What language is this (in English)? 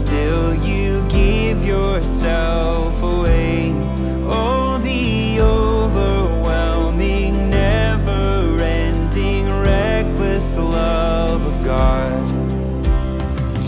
English